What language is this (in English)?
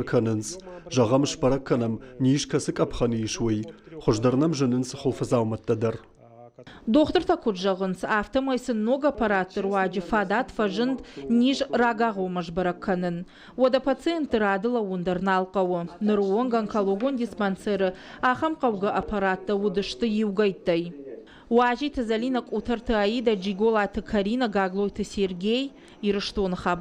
Ossetic